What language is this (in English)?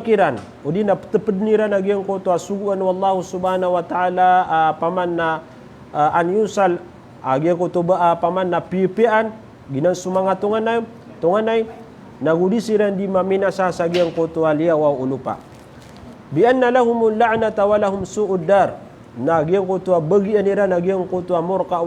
Maranao